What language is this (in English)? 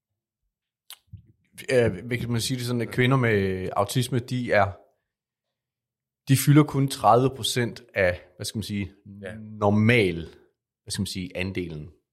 Danish